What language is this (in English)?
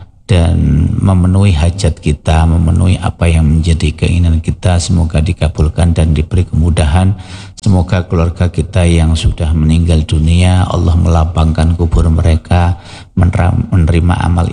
Indonesian